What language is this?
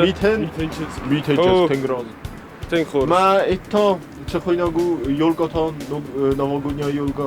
Ossetic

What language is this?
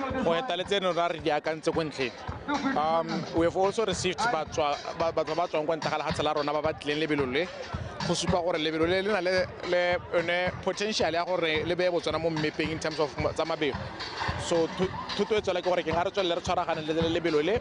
Tswana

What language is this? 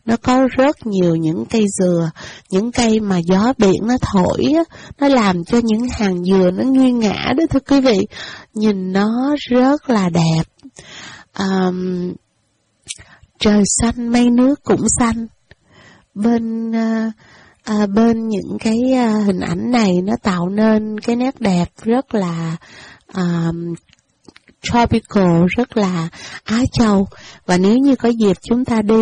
Vietnamese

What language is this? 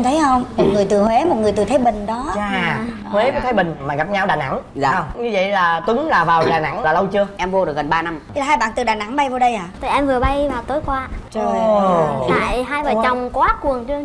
Vietnamese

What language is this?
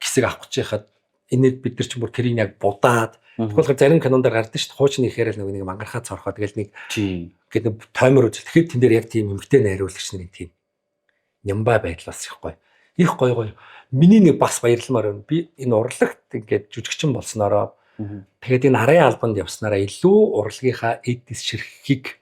Mongolian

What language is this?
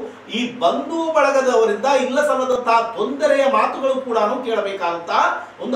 Kannada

